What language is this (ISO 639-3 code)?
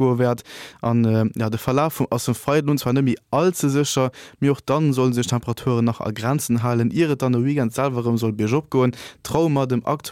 ltz